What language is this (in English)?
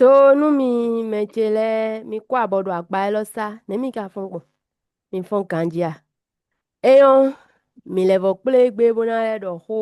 Fon